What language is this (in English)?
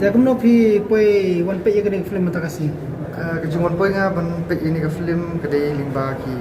Khasi